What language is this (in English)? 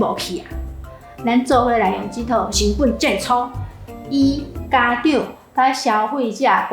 Min Nan Chinese